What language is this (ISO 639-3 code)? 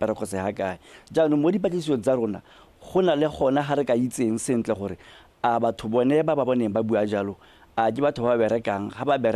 tsn